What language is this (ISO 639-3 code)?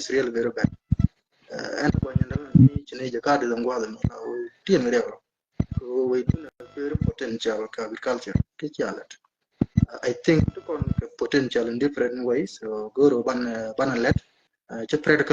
nus